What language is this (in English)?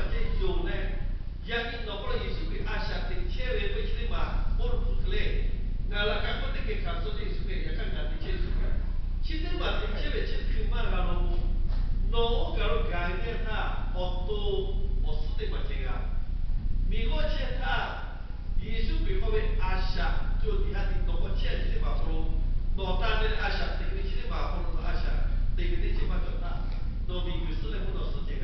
Lahu